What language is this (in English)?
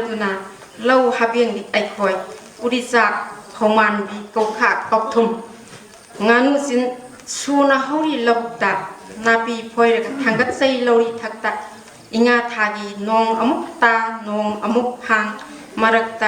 Manipuri